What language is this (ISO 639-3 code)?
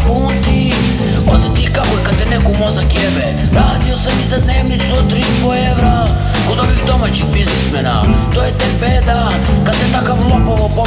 srp